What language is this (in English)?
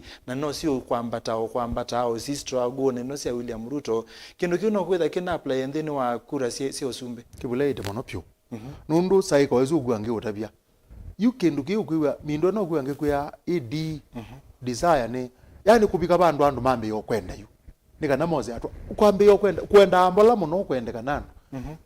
Kamba